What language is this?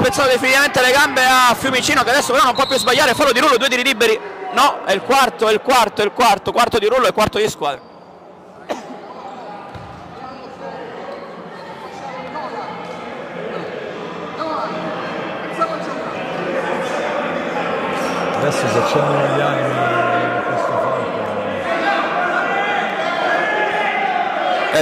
Italian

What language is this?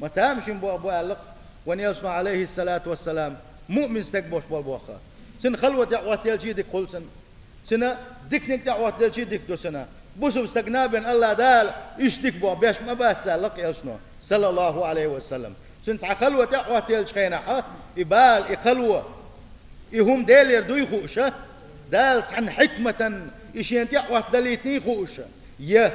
Chechen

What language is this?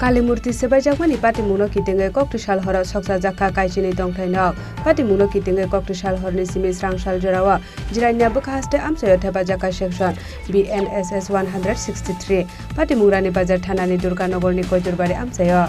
Kok Borok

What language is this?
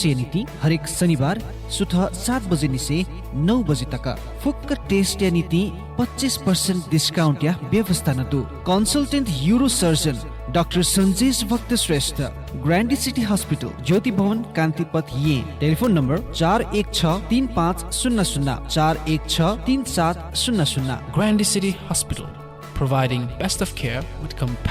Newari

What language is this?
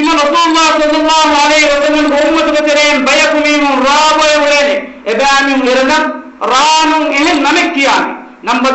Divehi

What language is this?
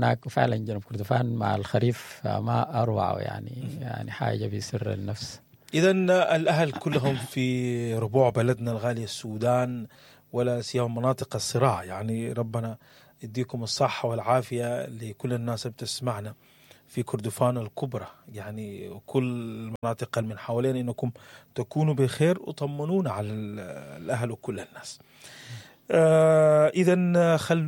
Sudanese Arabic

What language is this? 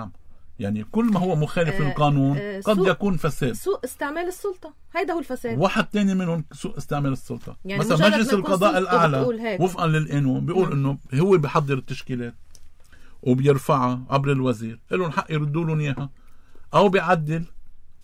North Levantine Arabic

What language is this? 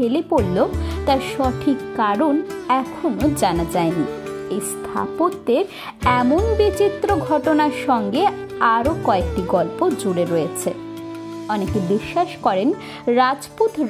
Bangla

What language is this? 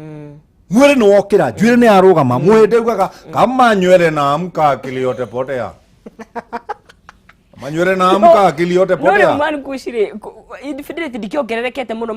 Kikuyu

